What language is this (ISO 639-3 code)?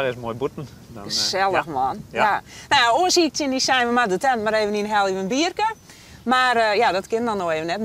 fry